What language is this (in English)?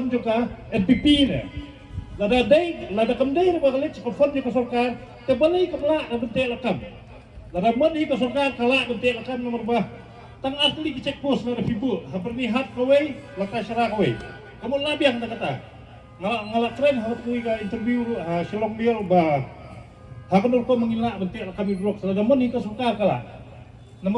Khasi